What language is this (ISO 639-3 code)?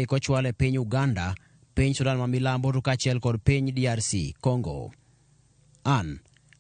luo